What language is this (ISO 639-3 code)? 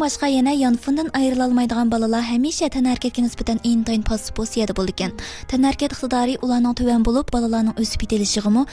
uig